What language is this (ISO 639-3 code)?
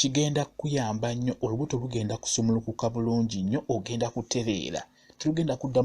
lug